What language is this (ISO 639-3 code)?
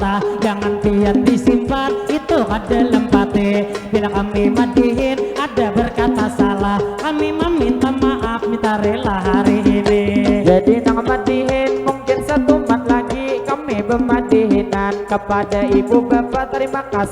bjn